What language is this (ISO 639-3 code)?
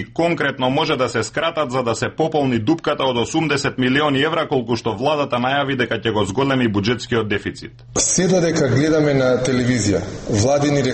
mkd